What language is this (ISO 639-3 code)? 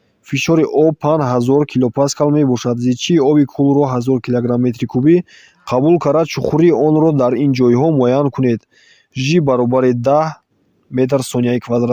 tgk